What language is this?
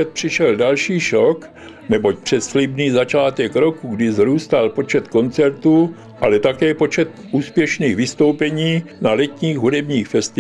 Czech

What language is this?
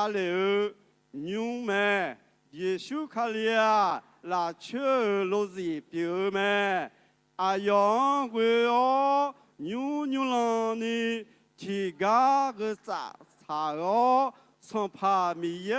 Akha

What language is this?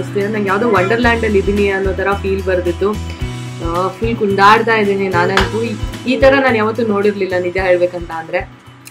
Kannada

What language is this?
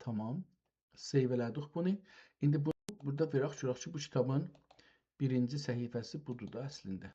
South Azerbaijani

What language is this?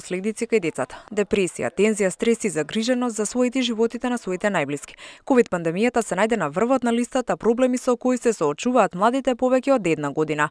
Macedonian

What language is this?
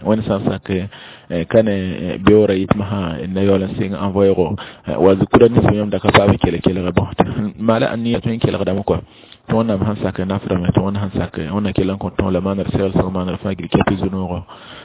Mossi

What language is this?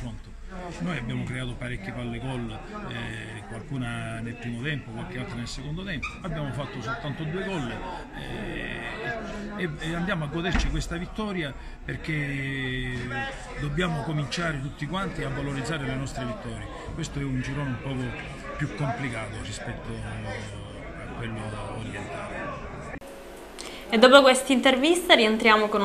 Italian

